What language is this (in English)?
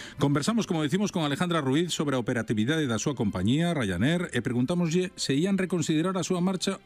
Galician